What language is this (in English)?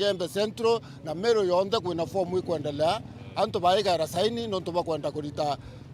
Meru